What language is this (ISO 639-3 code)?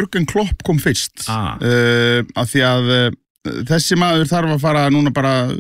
isl